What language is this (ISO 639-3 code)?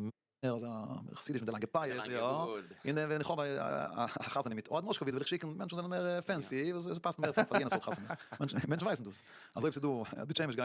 yid